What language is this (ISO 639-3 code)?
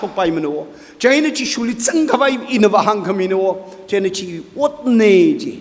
nmf